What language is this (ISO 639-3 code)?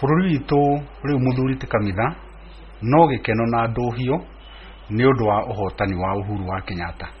kik